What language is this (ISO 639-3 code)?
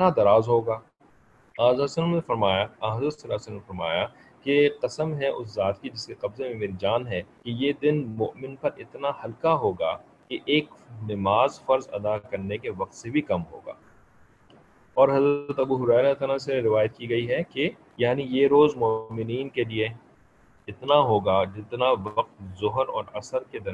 urd